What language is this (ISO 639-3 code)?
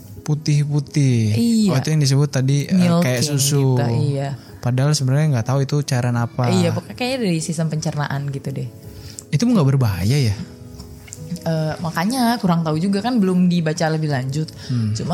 ind